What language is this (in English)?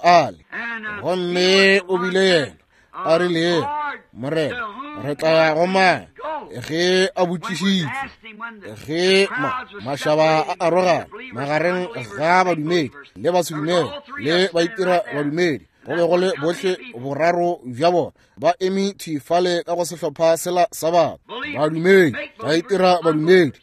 Northern Sotho